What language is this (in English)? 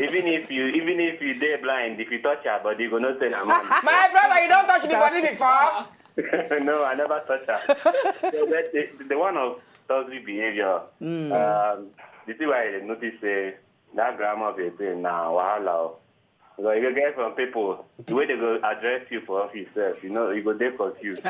Nigerian Pidgin